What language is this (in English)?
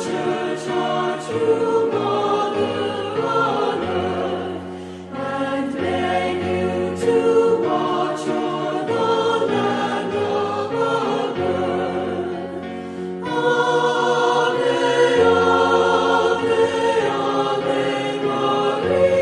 Pampanga